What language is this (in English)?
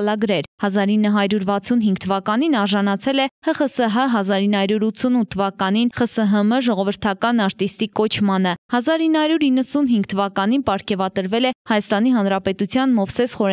Armenian